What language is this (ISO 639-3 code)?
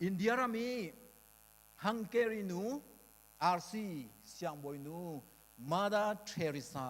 cnh